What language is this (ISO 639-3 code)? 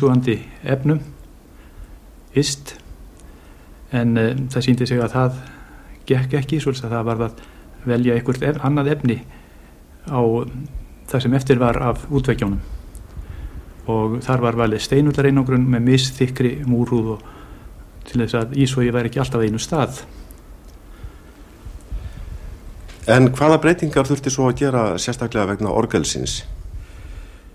isl